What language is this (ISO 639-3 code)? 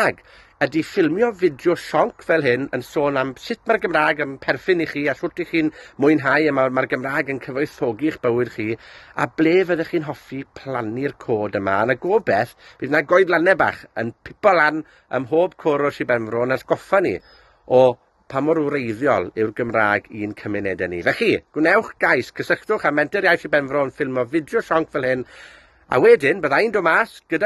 cym